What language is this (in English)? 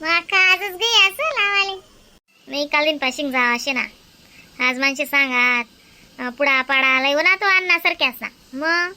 Khandesi